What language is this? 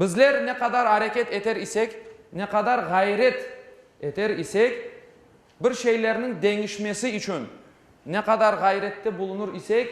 Crimean Tatar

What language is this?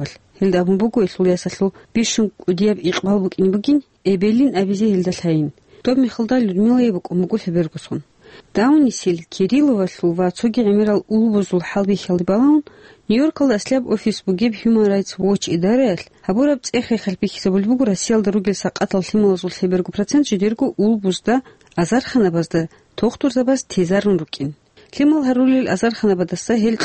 Avaric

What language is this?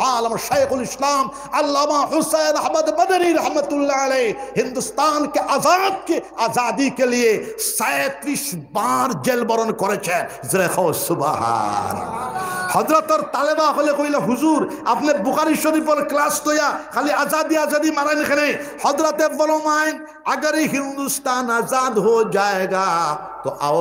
Sylheti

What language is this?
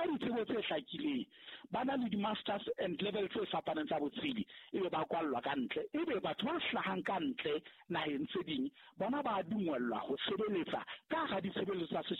Southern Sotho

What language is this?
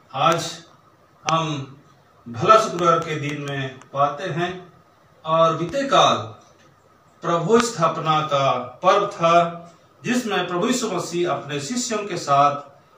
Hindi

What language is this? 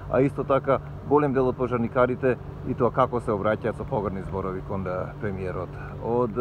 Macedonian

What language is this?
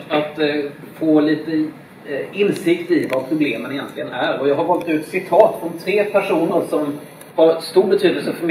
Swedish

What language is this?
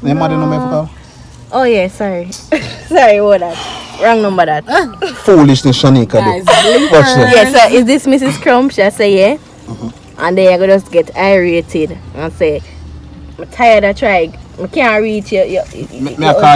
Jamaican Creole English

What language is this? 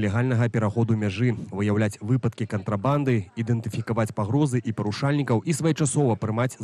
Belarusian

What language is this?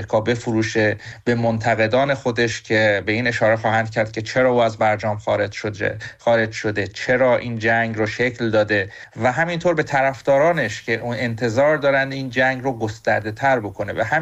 Persian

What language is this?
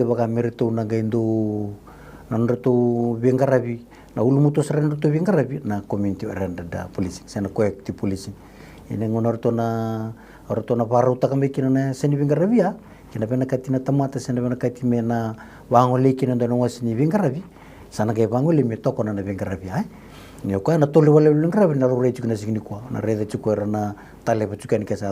Fijian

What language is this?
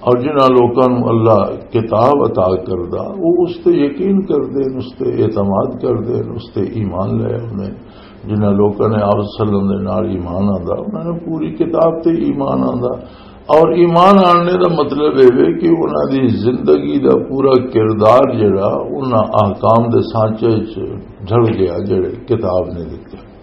Western Panjabi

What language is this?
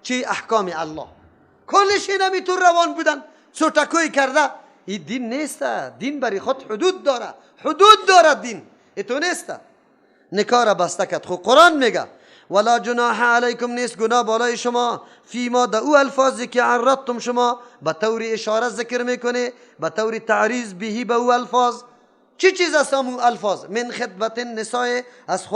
Persian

